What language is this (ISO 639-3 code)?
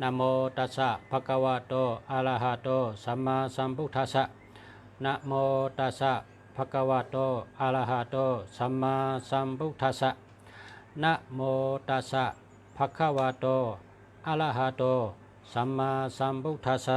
shn